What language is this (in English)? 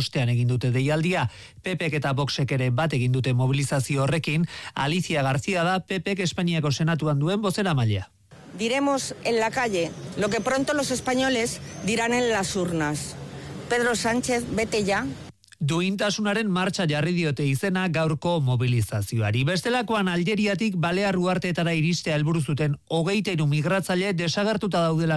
Basque